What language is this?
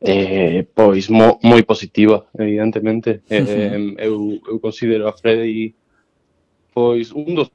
Galician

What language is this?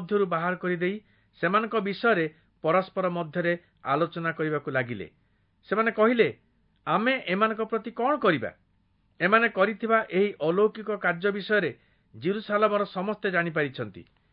Odia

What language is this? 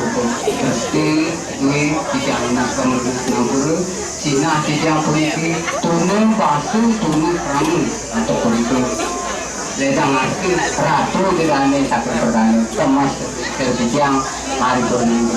Balinese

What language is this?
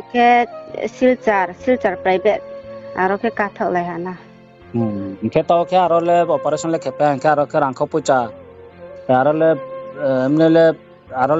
Riang (India)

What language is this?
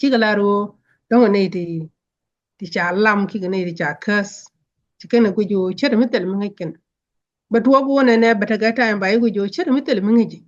Nuer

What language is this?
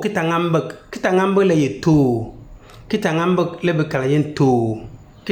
Konkomba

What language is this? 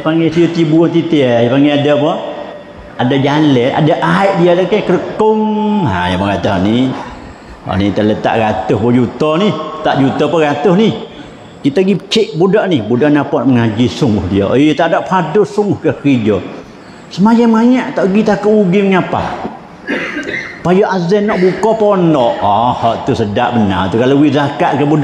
Malay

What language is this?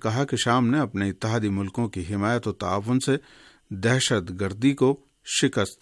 Urdu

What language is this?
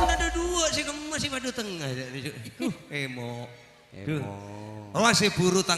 Madurese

